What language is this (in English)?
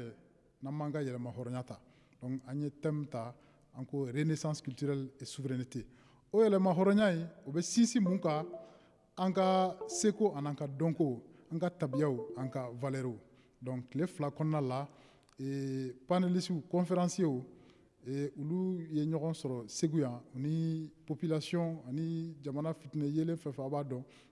Bambara